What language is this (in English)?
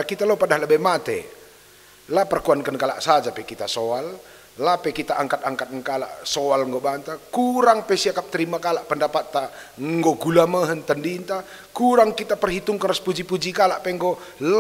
Batak Karo